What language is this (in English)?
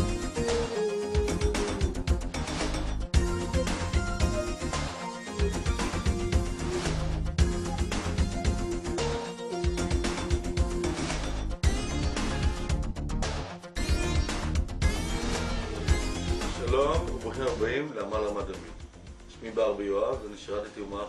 Hebrew